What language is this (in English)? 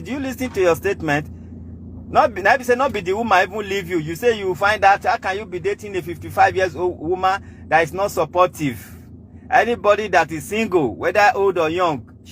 Nigerian Pidgin